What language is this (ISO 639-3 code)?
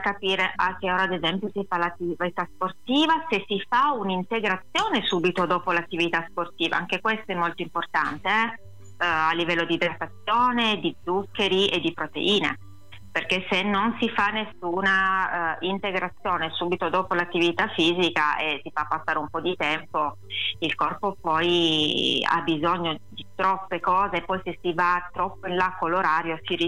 ita